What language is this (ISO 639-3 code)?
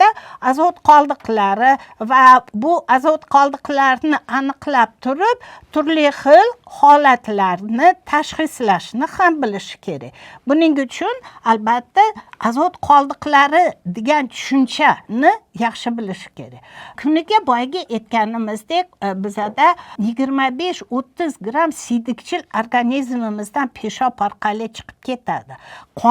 uzb